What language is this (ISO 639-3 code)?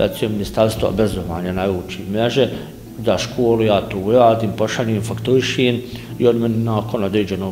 bos